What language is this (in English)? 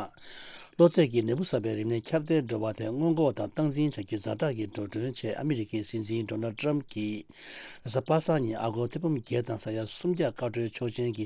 Tibetan